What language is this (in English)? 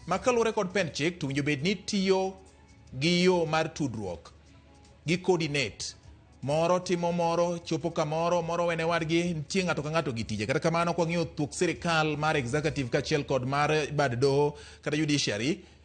Luo (Kenya and Tanzania)